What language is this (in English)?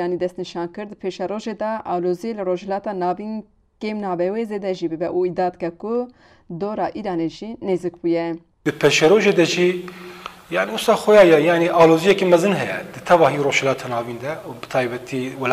Kurdish